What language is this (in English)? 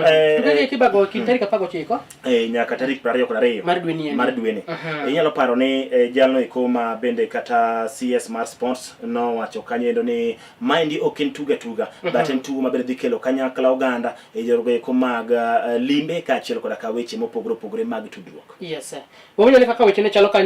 Luo (Kenya and Tanzania)